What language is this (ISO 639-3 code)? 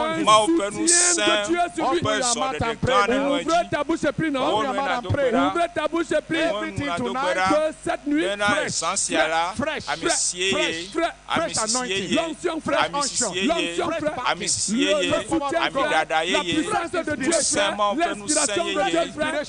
ewe